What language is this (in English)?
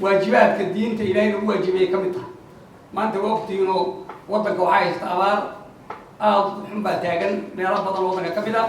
Somali